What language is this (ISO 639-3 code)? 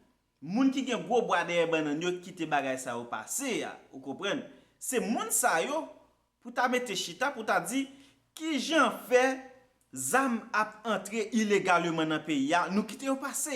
hat